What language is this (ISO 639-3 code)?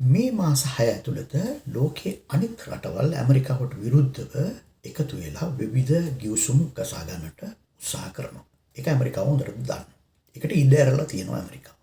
sin